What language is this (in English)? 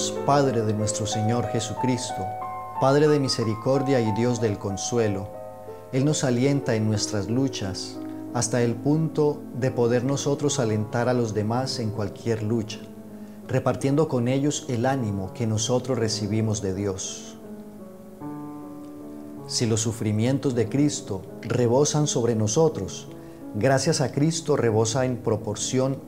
Spanish